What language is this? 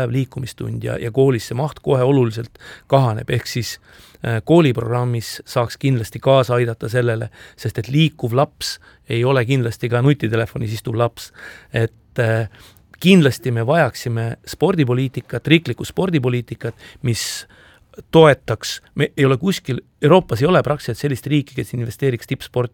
Estonian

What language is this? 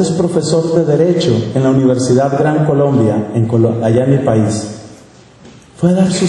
Spanish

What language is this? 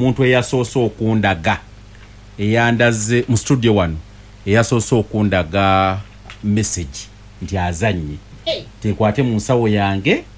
Ganda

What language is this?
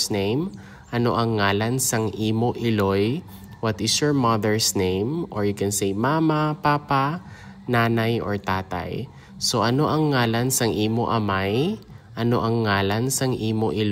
Hiligaynon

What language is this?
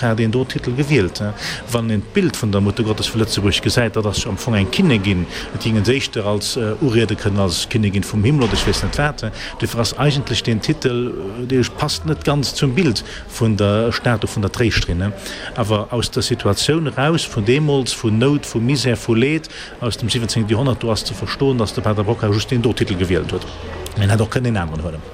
Luxembourgish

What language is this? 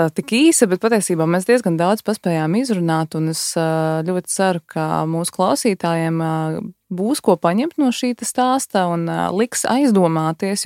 Latvian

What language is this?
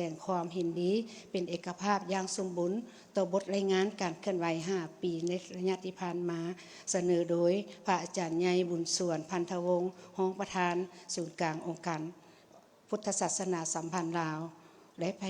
Lao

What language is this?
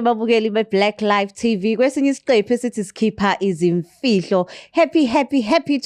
Zulu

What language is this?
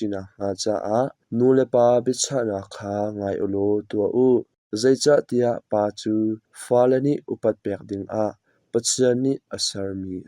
Hakha Chin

